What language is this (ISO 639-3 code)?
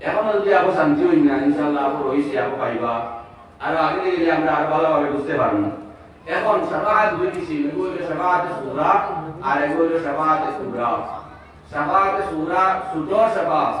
syl